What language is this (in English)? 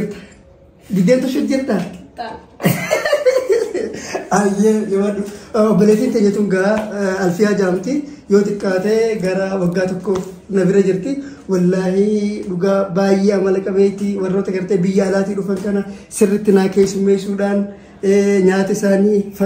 Oromo